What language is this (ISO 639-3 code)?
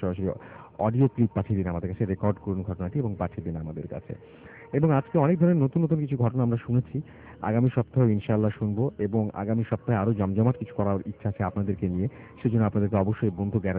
ben